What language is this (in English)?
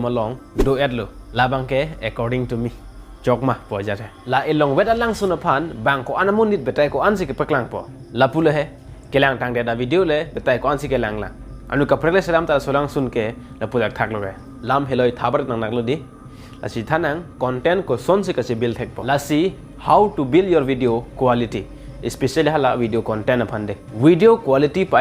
Karbi